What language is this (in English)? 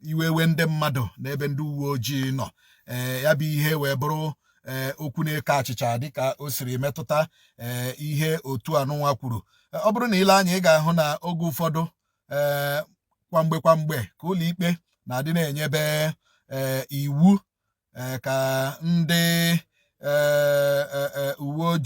Igbo